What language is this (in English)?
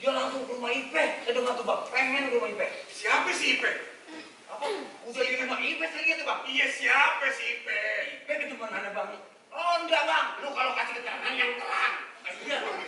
Betawi